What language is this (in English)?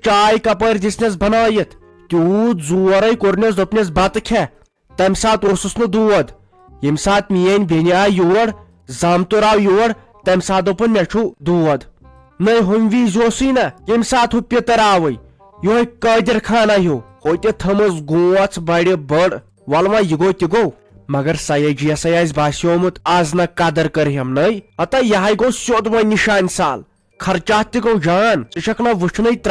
Kashmiri